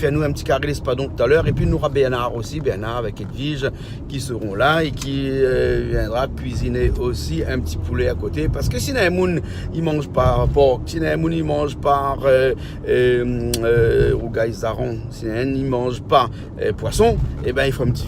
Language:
Réunion Creole French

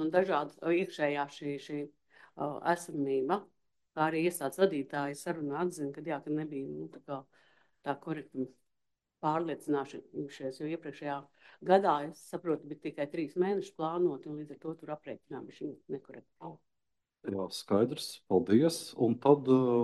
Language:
Latvian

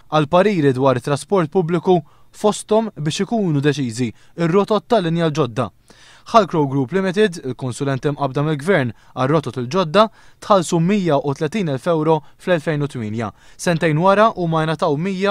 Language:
Maltese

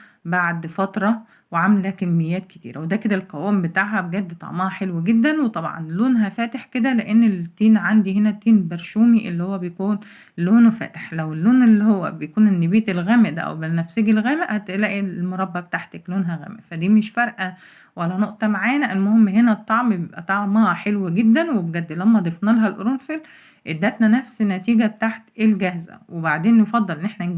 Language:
Egyptian Arabic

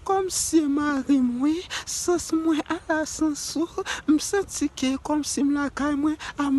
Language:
Haitian Creole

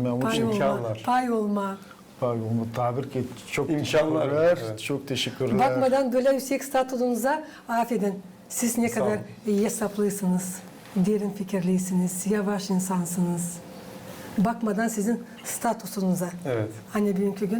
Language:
Gagauz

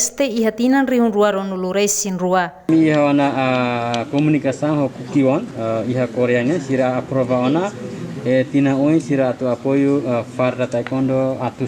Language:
Tetum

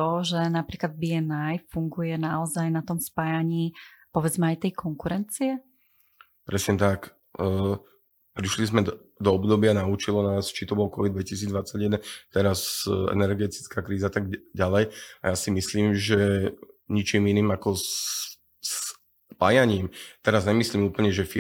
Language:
Slovak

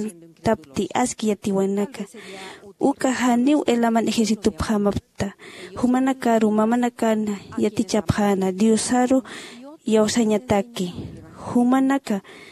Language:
Aymara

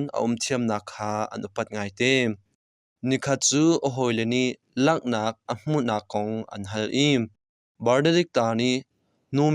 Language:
Hakha Chin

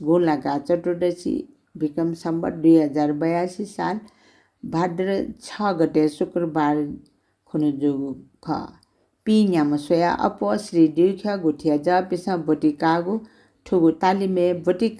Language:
Newari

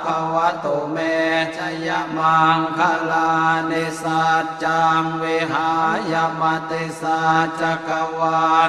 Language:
Pali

